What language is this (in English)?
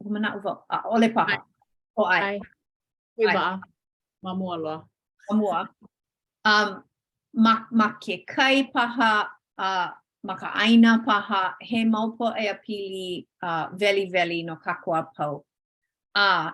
Hawaiian